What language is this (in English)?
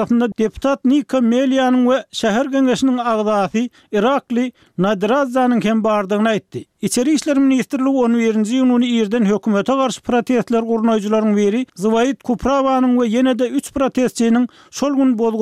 Turkmen